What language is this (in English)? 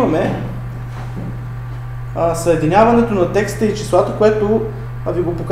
Bulgarian